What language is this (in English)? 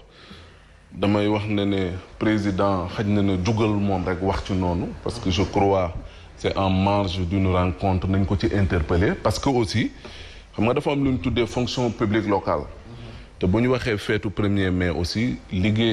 Wolof